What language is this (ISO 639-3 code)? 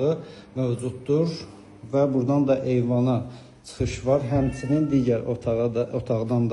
aze